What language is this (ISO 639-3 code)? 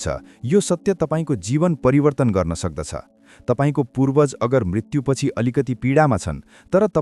nep